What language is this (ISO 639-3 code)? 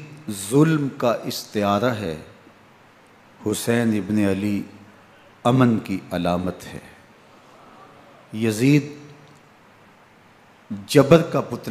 urd